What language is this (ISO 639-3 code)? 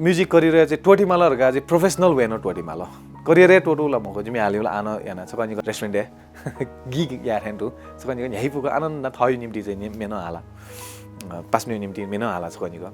new